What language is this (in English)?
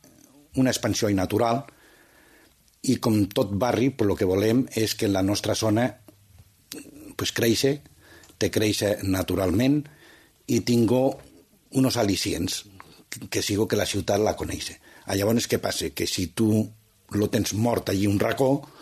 Catalan